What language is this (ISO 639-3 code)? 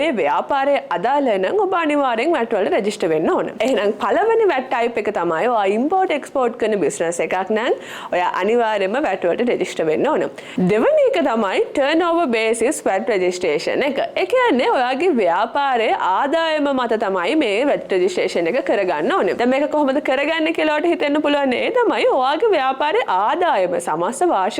sin